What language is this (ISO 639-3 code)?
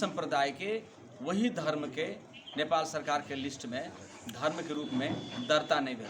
mag